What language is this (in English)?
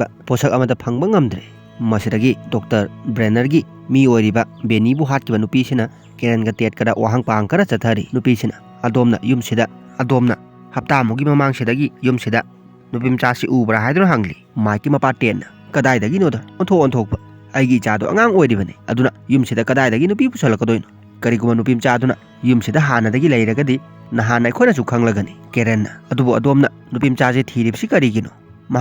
Manipuri